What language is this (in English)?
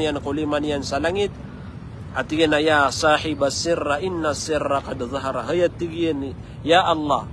Maranao